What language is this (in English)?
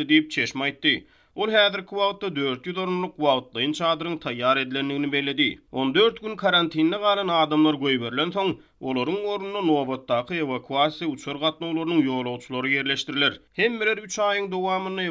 Turkmen